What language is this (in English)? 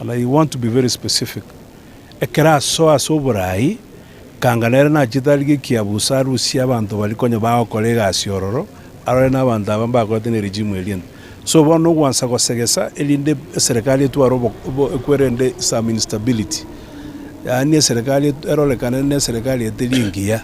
Gusii